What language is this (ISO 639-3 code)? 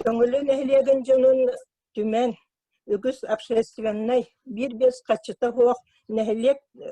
sah